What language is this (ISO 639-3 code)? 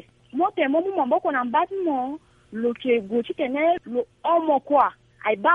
sag